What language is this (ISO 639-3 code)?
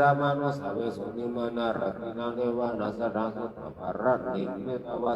pli